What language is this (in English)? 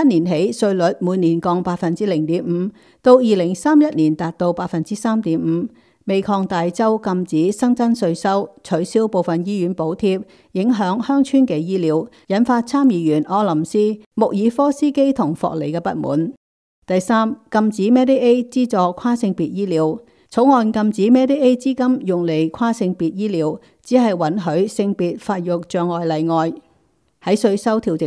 Cantonese